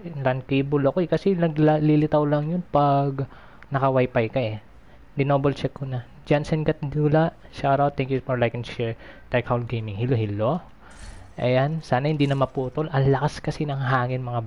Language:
Filipino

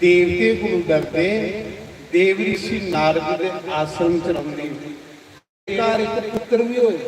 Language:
Dogri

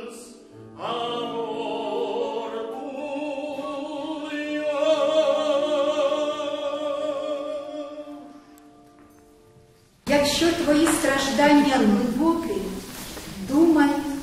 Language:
Ukrainian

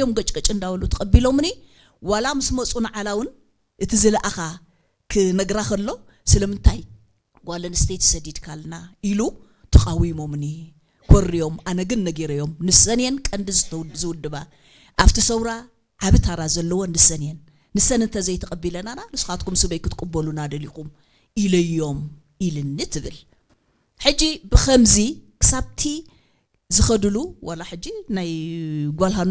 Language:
Tigrinya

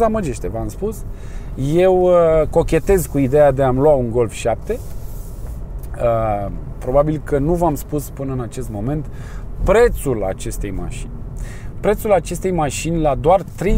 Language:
Romanian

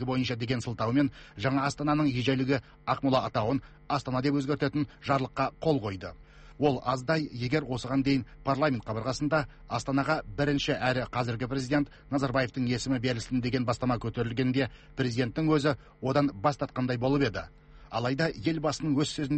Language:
Kazakh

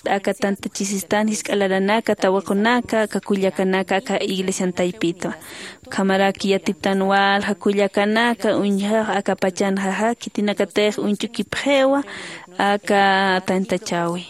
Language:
Aymara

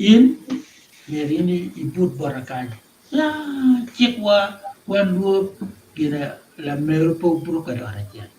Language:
Acoli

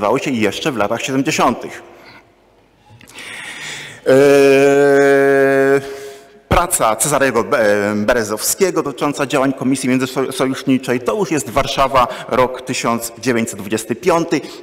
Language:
Polish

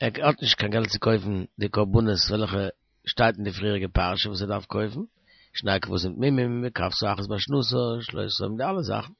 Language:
Yiddish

